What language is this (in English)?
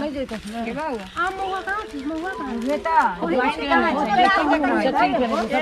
Maithili